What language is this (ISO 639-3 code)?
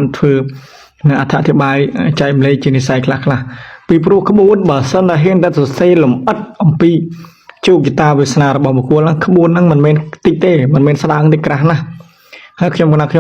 khm